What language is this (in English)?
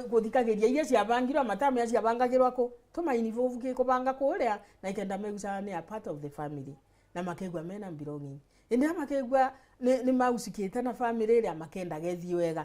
Meru